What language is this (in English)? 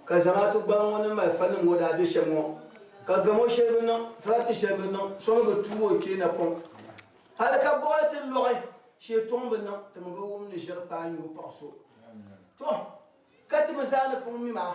Dagbani